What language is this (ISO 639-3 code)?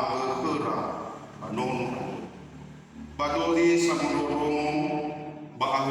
nia